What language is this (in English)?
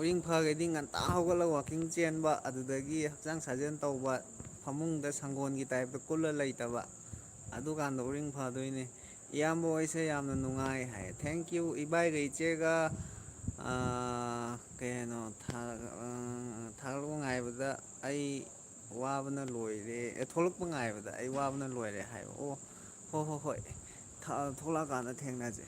Manipuri